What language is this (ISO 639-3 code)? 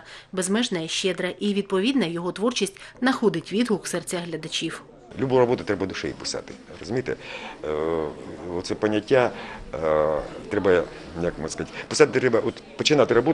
ukr